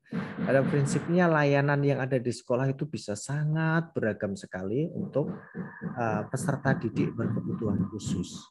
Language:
Indonesian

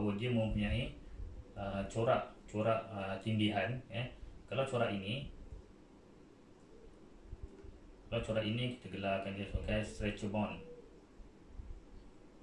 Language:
Malay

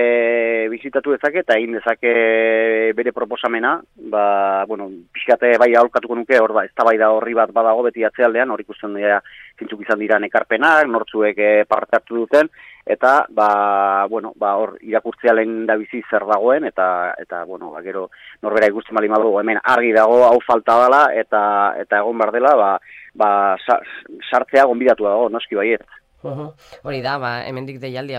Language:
Basque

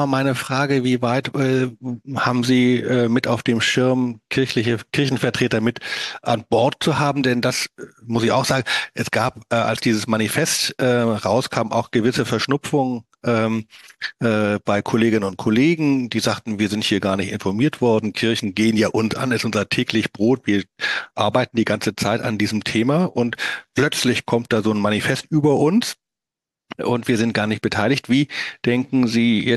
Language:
German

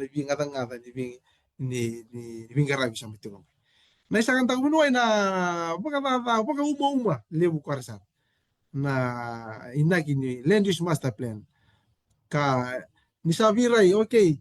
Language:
Fijian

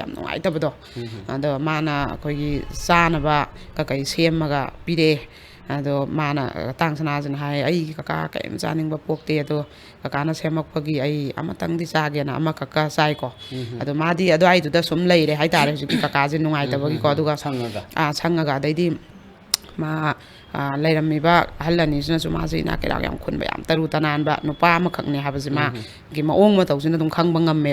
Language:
Manipuri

